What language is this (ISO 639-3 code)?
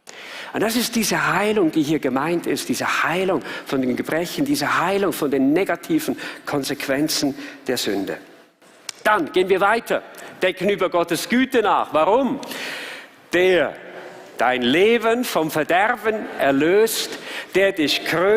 gsw